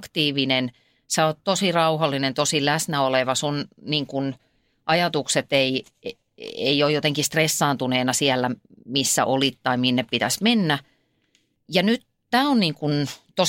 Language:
Finnish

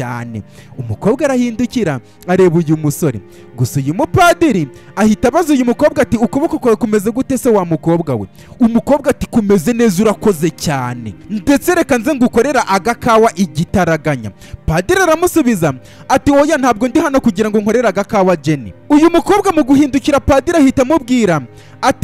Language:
Kinyarwanda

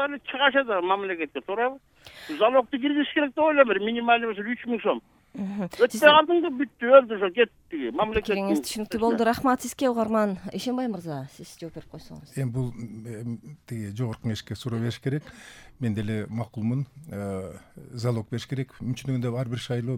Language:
Kyrgyz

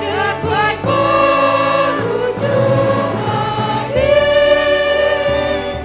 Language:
Batak Simalungun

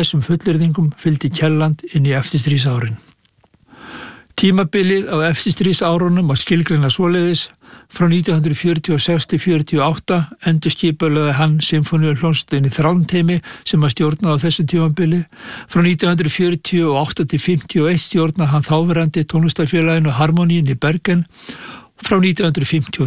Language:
Icelandic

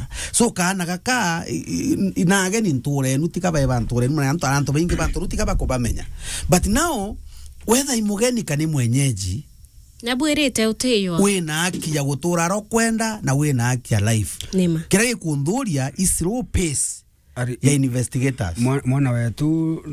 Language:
Meru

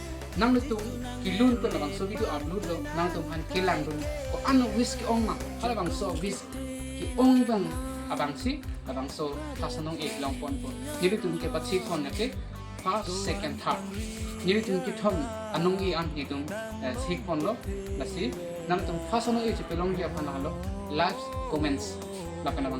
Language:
Karbi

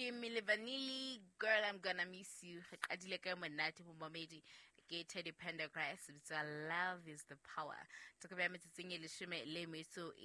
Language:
Southern Sotho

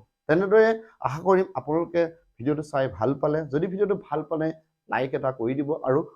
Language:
Assamese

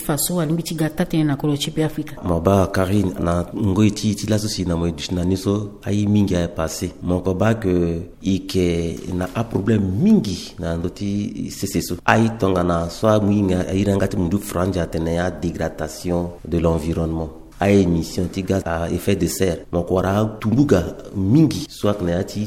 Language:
Sango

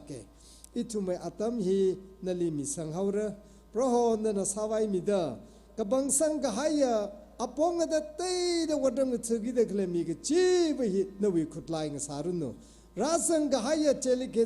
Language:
Tangkhul Naga (India)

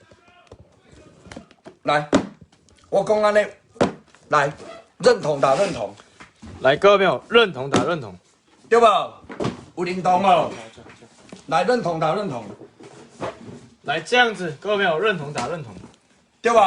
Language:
Min Nan Chinese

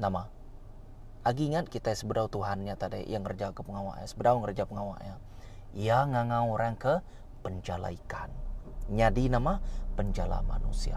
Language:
Iban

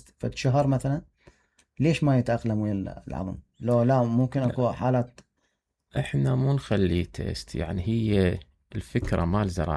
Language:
Mesopotamian Arabic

